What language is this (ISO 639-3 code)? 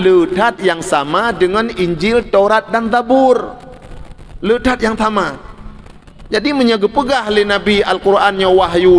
ace